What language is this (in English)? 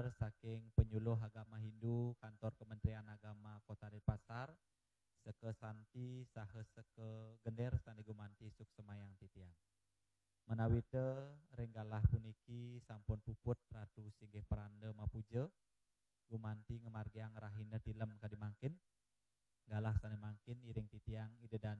Balinese